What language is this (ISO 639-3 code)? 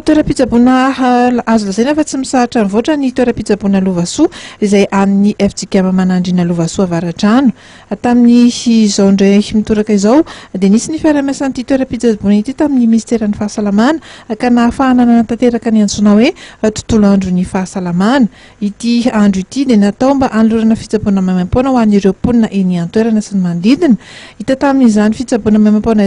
mlg